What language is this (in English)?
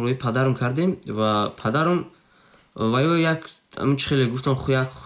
Tajik